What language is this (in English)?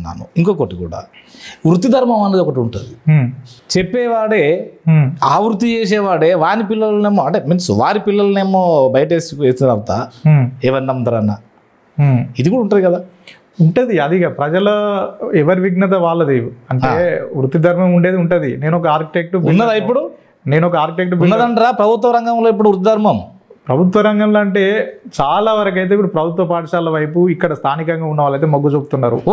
Telugu